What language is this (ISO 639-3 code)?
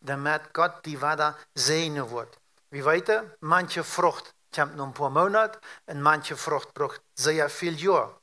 pdt